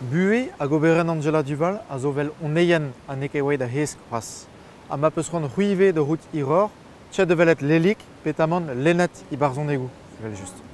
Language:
Breton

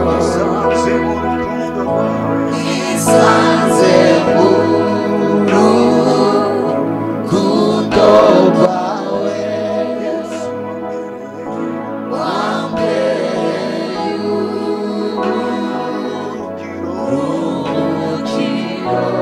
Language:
Kinyarwanda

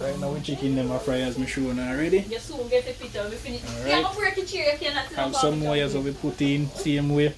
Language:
Jamaican Creole English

